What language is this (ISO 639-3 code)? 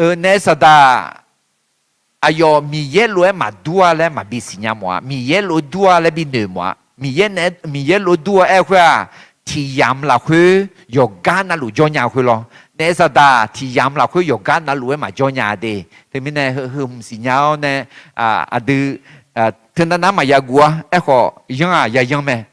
ahk